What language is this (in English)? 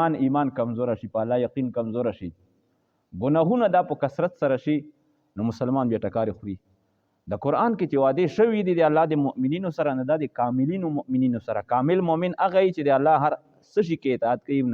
Pashto